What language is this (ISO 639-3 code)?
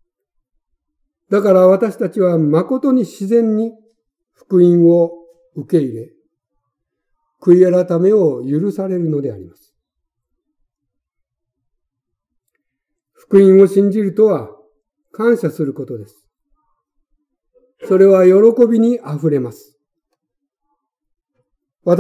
jpn